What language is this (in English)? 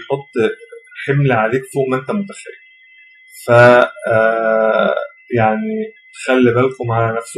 Egyptian Arabic